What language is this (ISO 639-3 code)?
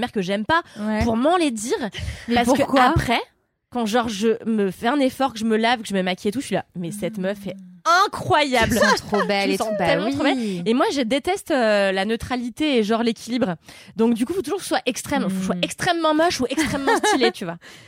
fra